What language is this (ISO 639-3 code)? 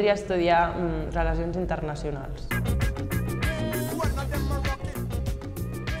cat